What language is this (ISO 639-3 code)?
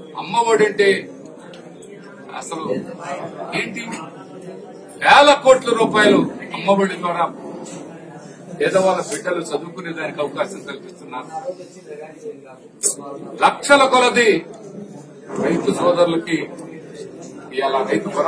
tel